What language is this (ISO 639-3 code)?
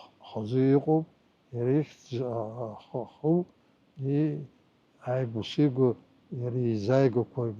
abk